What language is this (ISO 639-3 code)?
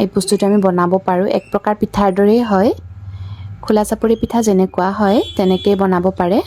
asm